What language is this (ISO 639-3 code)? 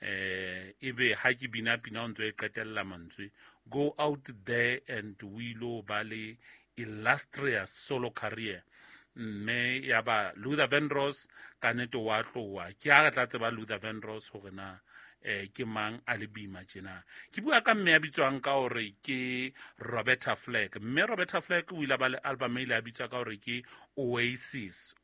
sot